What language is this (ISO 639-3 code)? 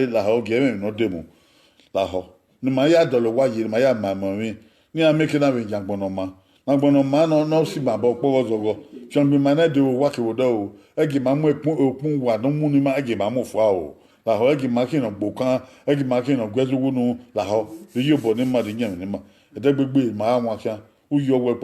bin